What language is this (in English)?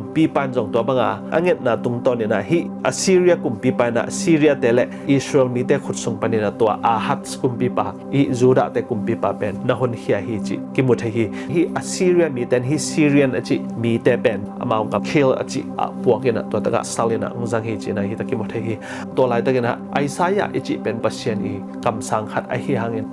Tedim Chin